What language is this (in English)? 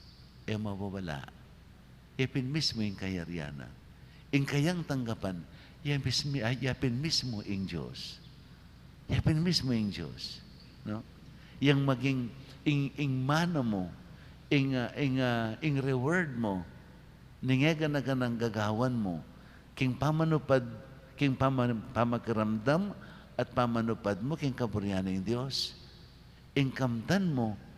Pampanga